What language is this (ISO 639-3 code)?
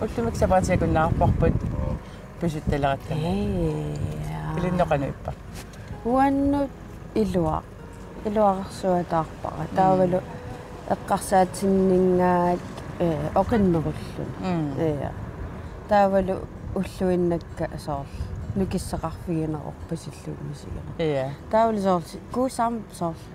kal